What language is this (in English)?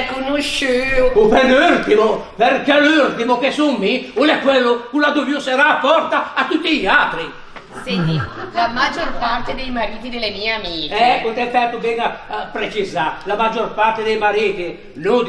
Ligurian